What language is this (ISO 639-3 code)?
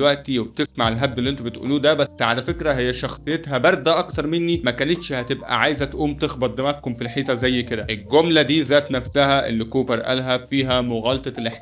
arz